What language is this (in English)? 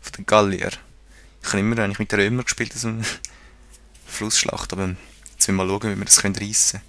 Swiss German